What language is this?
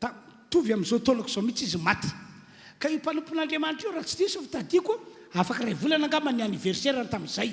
Malagasy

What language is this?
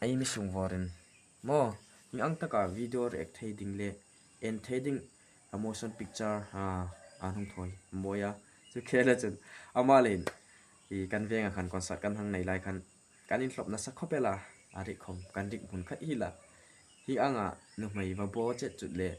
Hmar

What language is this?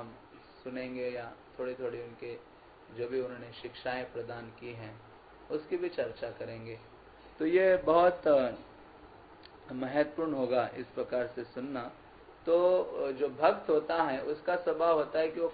Hindi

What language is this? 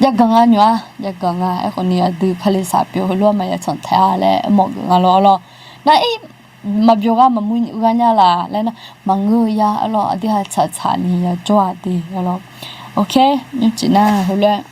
Akha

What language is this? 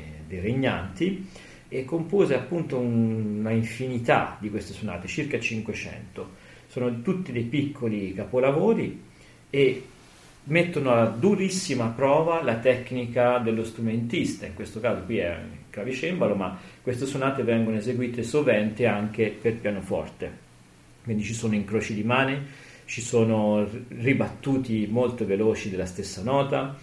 Italian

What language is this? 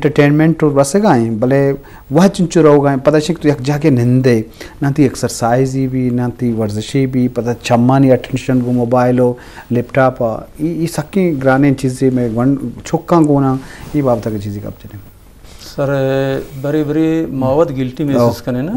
Eastern Balochi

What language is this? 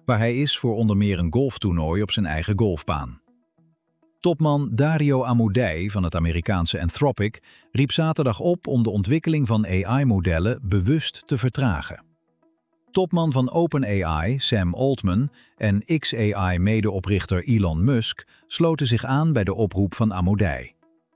Dutch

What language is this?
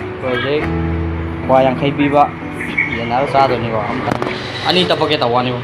Manipuri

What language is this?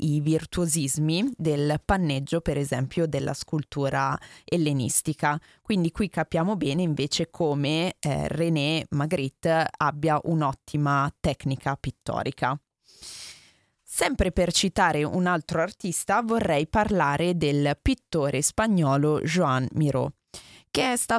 Italian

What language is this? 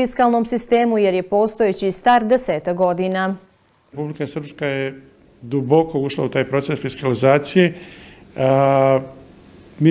Serbian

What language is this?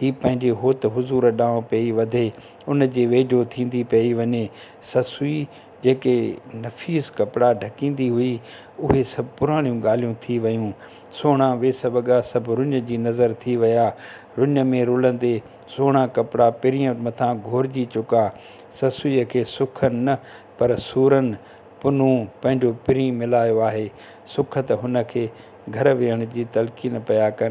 Sindhi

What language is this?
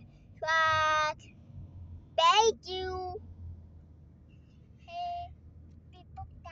English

